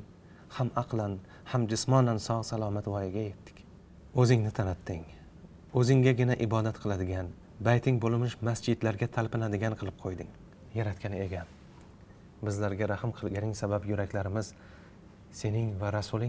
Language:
Uzbek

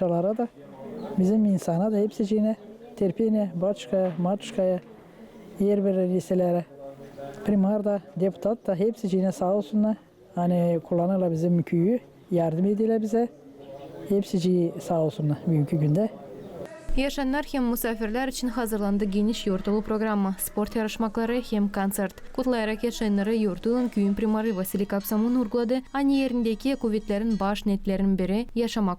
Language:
Gagauz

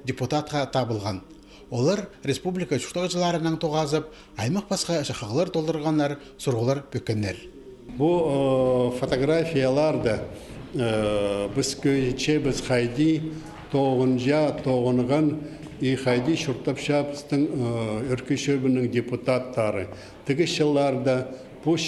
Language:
Khakas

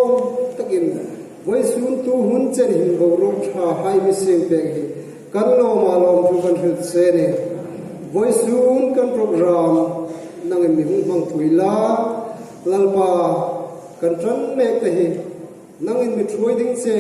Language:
Hmar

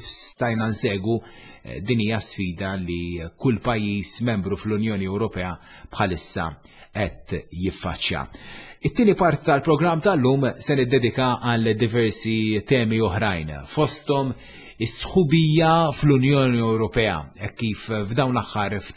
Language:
Maltese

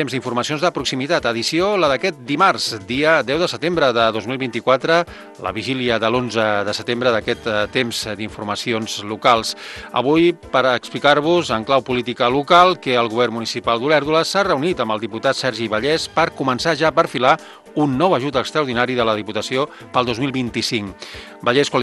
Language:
Catalan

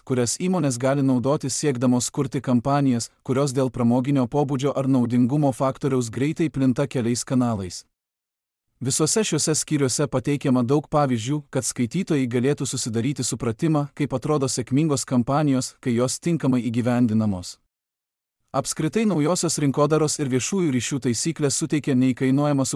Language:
Lithuanian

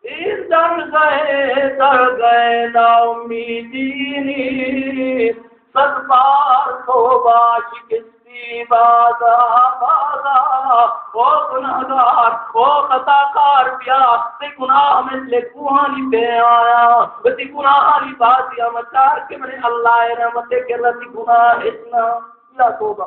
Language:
Baluchi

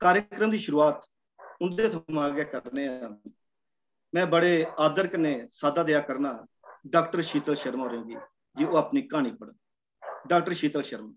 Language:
Dogri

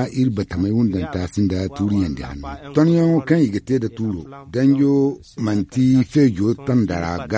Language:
Zarma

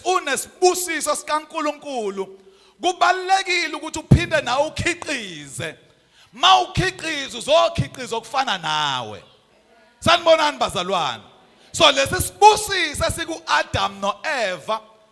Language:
Zulu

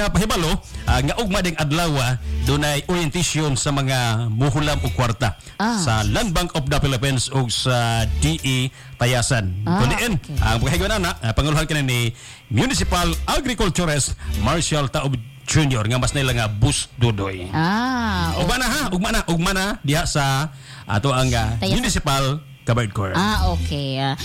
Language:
Cebuano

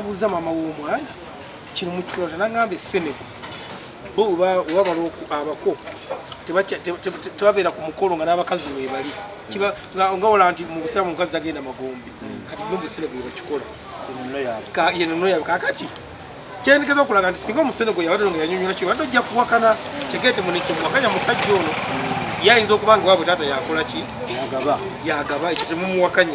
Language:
Ganda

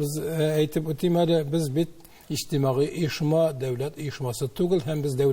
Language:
Tatar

